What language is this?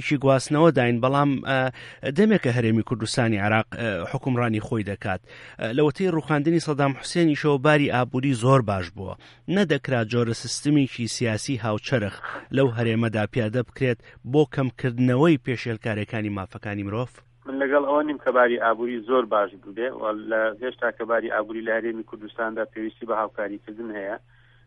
Central Kurdish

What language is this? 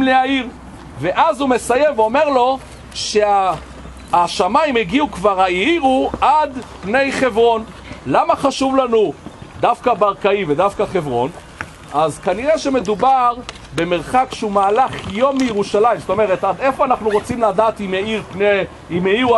Hebrew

